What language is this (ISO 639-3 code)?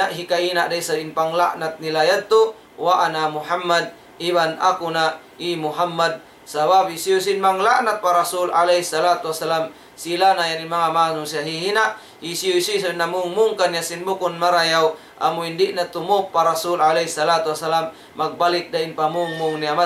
tsg